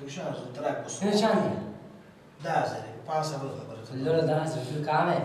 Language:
Persian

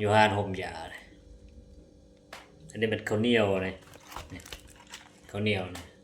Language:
Lao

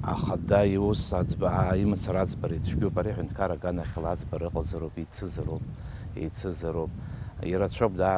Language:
Abkhazian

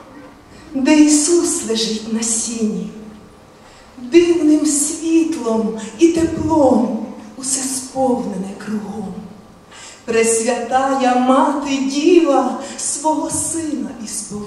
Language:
Ukrainian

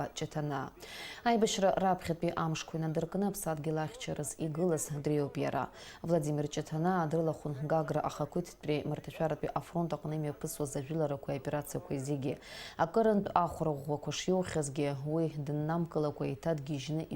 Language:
Abkhazian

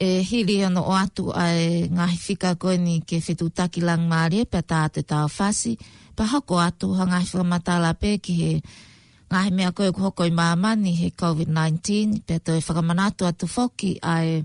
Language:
Tongan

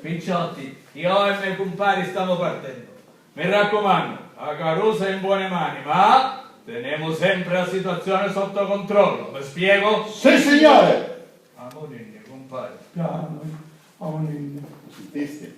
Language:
Sicilian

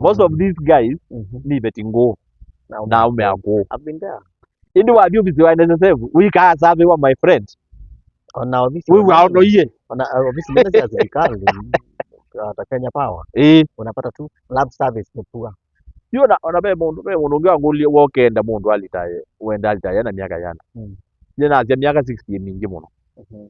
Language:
Kamba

